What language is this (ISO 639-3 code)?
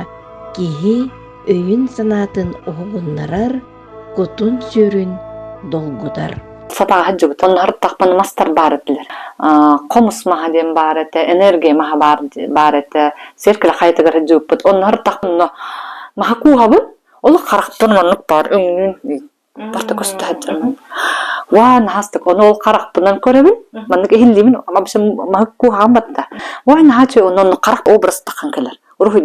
sah